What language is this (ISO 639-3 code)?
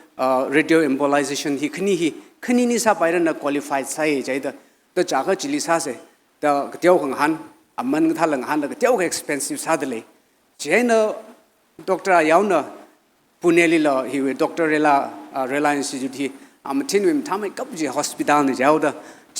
nmf